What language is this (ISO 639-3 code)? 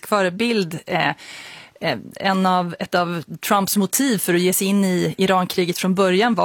swe